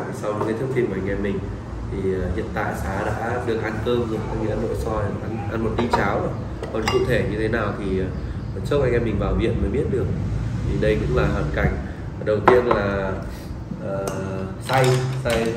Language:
Vietnamese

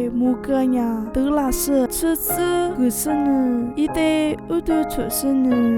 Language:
Lisu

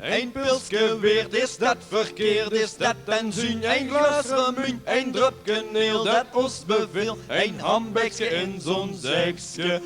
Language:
Limburgish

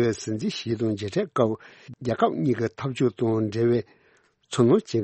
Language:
Tibetan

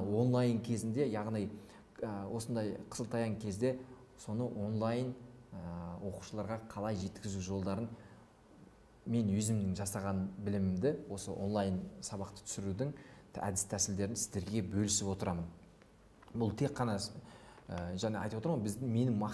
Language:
Kazakh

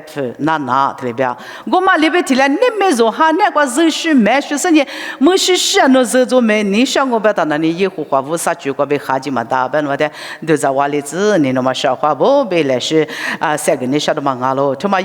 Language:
Lisu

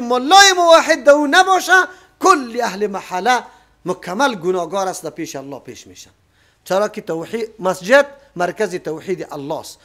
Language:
Persian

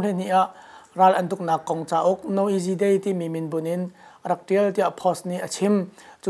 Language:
Hakha Chin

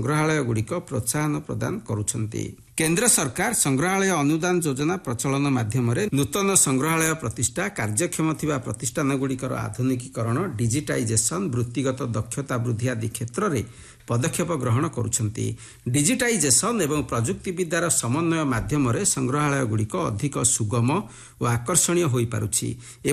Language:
Odia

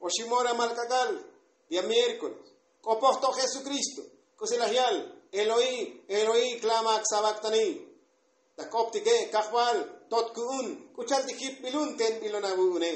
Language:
Tzotzil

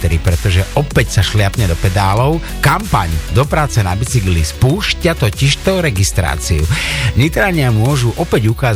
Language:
Slovak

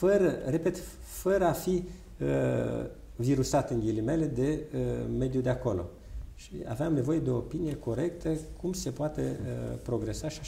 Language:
Romanian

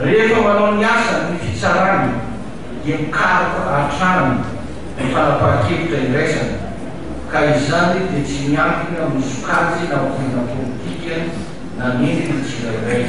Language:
Malagasy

